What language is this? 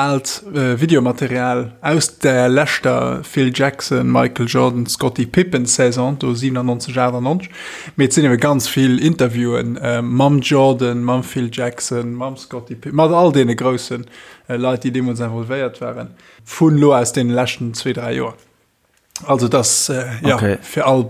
Luxembourgish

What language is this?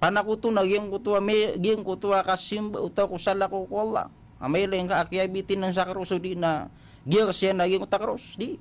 Maranao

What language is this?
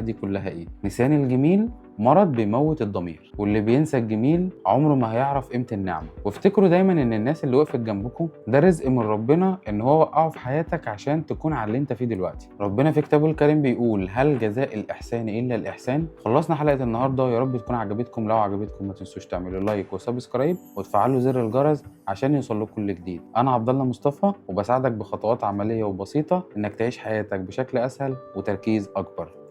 Egyptian Arabic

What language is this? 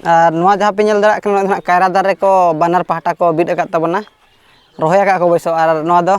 Santali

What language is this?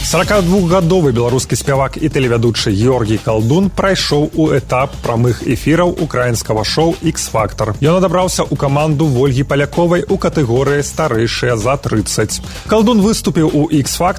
Belarusian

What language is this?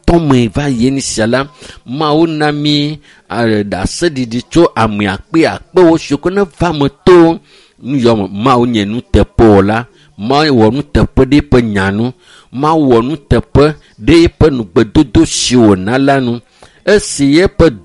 Ewe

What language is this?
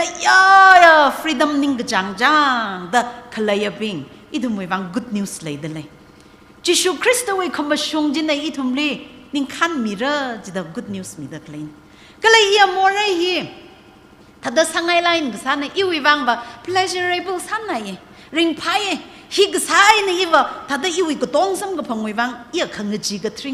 Tangkhul Naga (India)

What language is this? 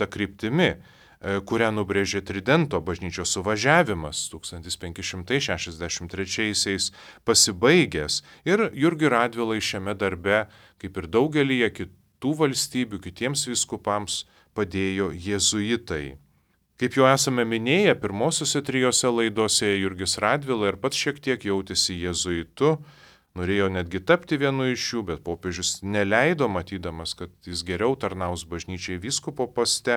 Lithuanian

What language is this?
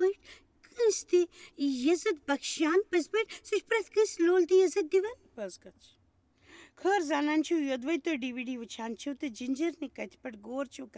Kashmiri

